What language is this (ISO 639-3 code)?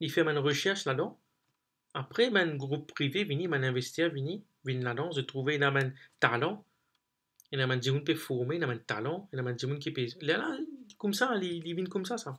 mfe